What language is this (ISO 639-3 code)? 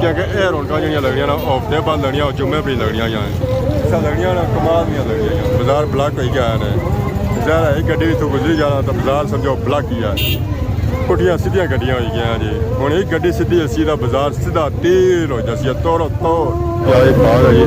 phr